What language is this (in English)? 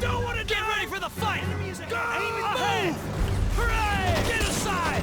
Bavarian